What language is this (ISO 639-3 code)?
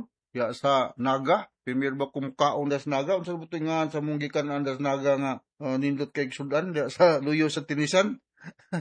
ceb